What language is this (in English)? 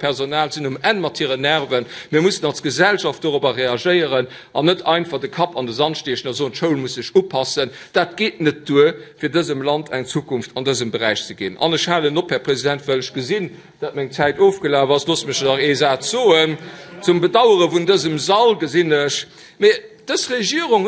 Luxembourgish